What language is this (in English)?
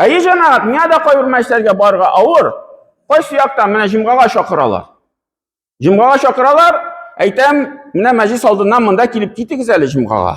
Tatar